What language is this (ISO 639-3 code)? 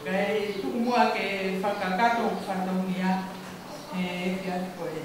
ton